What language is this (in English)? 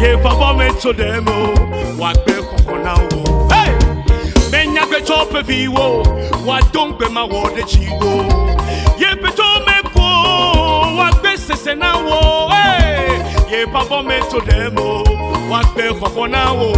Ewe